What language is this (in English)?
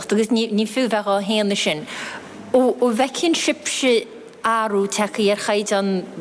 Irish